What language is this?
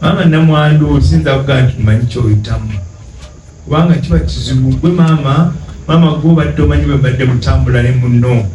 Ganda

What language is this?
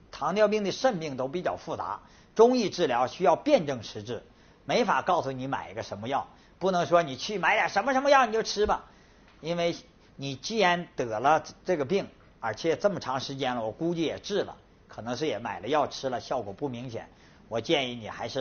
Chinese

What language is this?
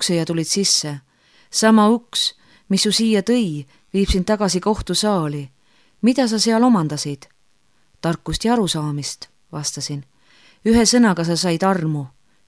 Estonian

